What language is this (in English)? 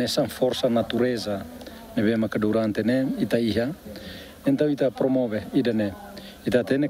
Tetum